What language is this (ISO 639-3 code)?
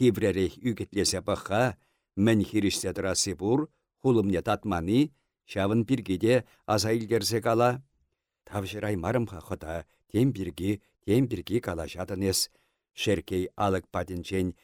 chv